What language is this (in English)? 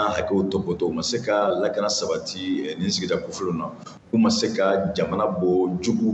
Bambara